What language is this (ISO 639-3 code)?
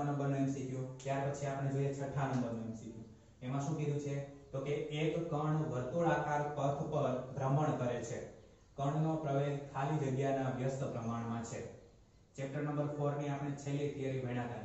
guj